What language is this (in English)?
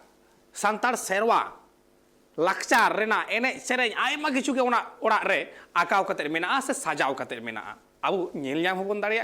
Santali